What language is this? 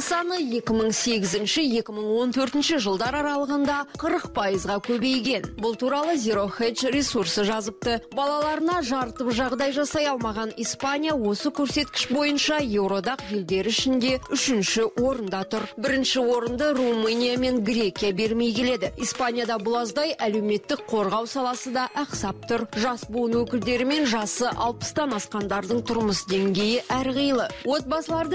Kazakh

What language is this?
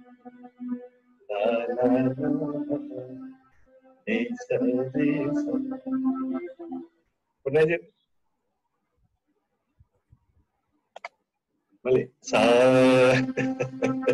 Telugu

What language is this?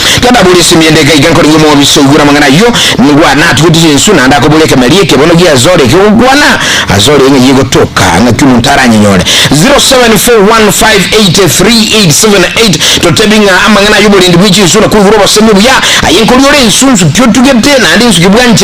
Gusii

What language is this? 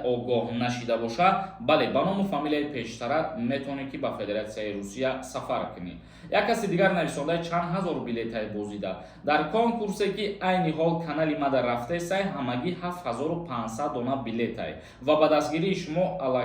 Tajik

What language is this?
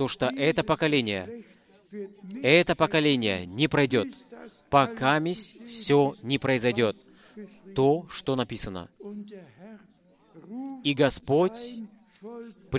Russian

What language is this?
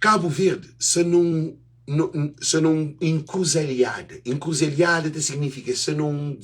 Kabuverdianu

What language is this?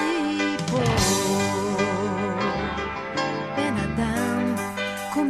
Hebrew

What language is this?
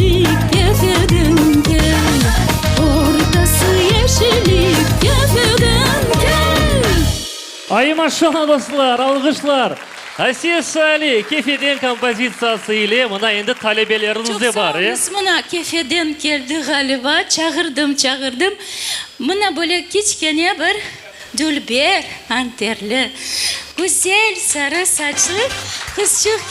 Crimean Tatar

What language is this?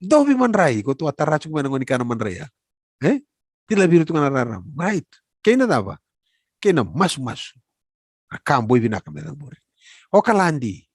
Fijian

